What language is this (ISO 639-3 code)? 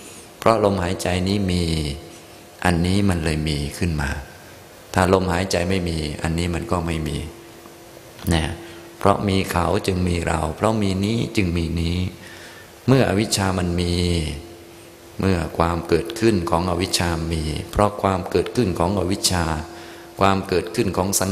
tha